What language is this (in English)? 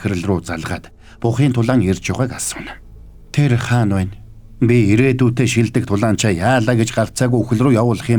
Mongolian